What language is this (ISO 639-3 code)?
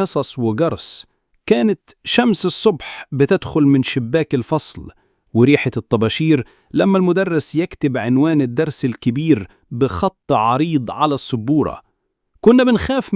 arz